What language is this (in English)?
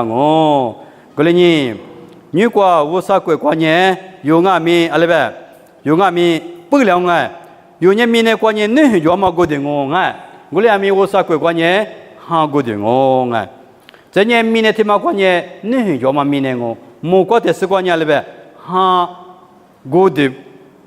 Lisu